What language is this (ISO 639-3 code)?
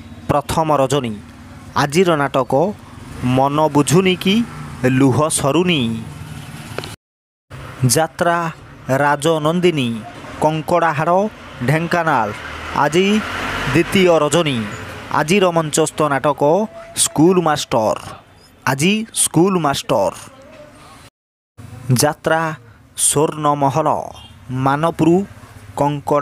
ori